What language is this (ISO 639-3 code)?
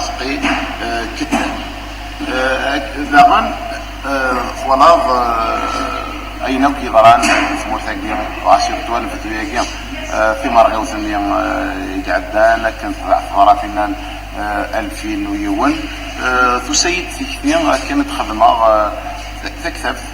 kab